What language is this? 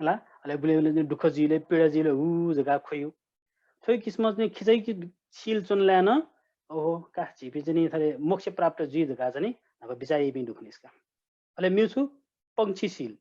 Newari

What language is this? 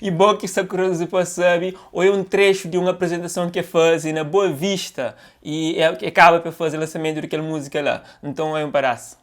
Kabuverdianu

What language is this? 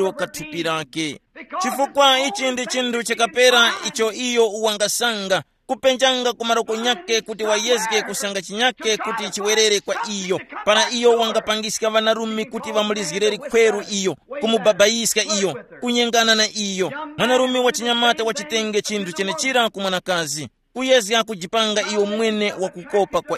Tumbuka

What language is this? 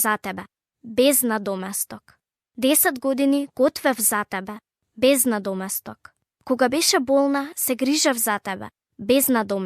Macedonian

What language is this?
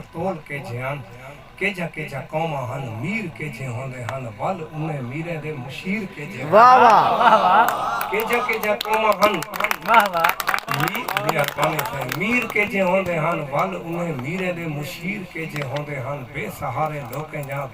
Saraiki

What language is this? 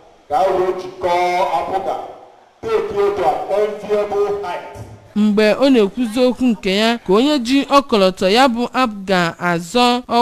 Igbo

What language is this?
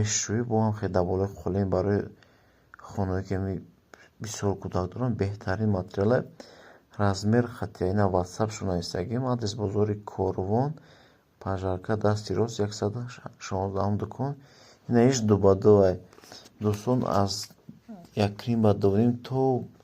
Tajik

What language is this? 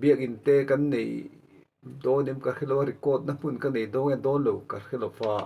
Mizo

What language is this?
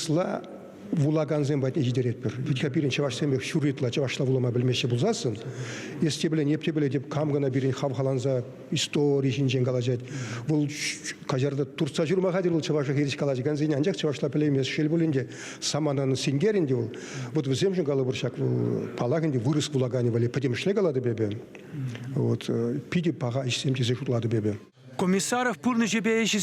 Chuvash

